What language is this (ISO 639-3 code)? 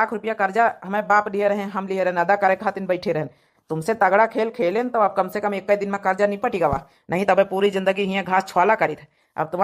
awa